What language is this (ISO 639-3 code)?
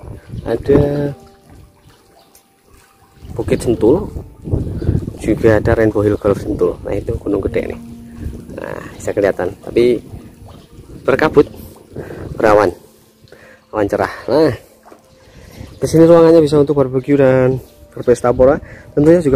ind